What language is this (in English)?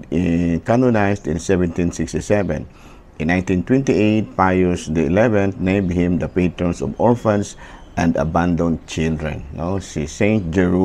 Cebuano